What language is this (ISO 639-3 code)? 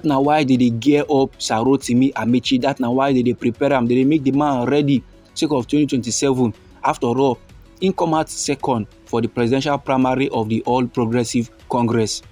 pcm